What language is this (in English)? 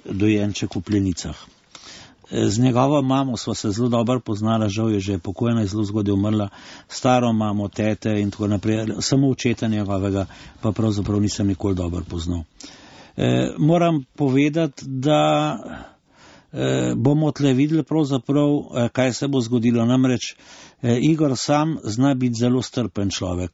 Slovenian